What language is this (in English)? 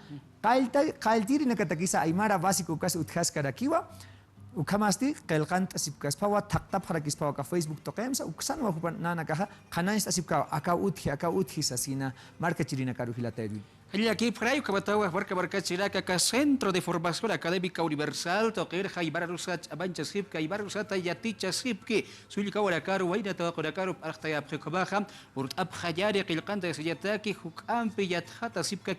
Aymara